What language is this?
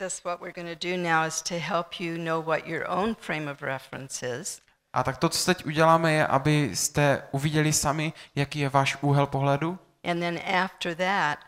Czech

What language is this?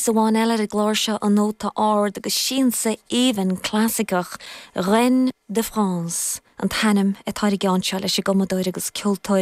Irish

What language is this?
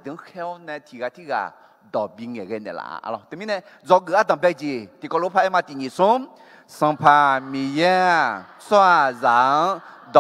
Akha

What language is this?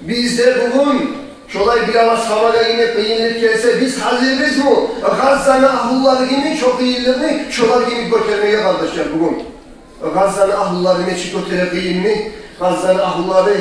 Kumyk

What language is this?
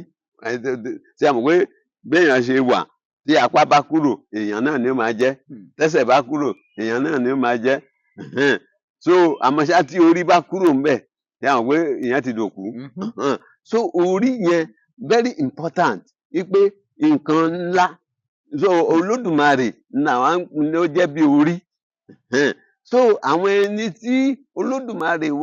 Yoruba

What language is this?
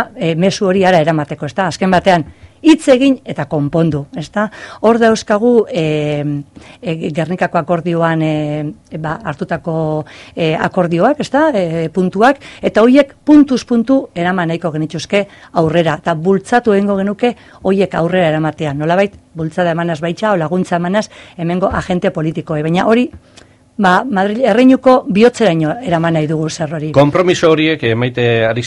Basque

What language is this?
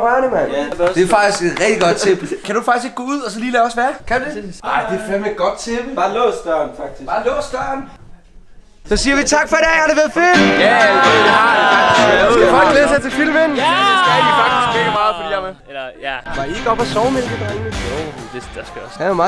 Danish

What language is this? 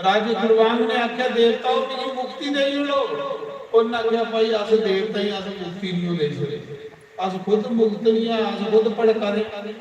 Dogri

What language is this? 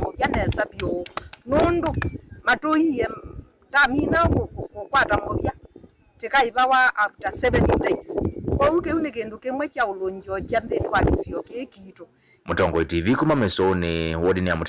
Kamba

